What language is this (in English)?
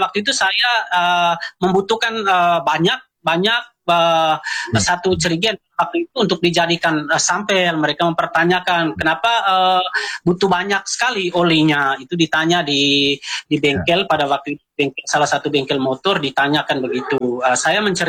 Indonesian